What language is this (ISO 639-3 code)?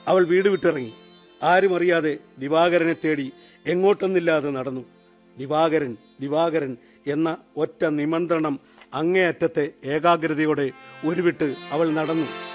mal